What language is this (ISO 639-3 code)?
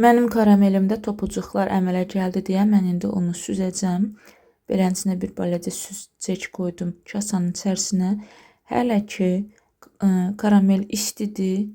aze